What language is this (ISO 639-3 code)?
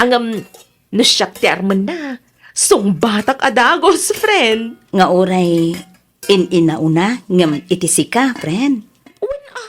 ilo